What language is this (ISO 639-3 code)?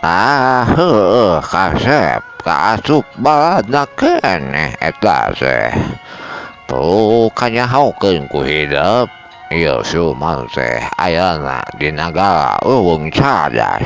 sun